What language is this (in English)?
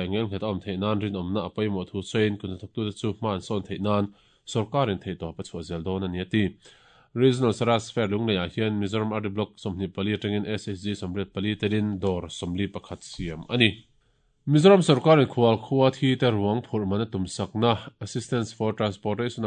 Mizo